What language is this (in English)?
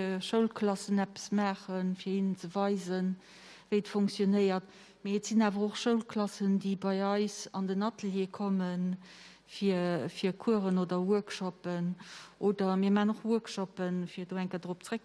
Luxembourgish